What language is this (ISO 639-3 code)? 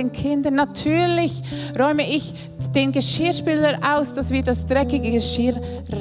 gsw